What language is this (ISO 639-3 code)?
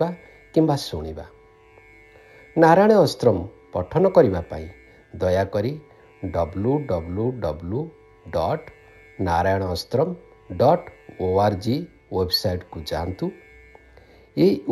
ori